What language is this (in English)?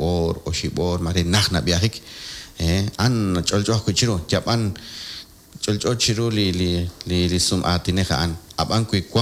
Kekchí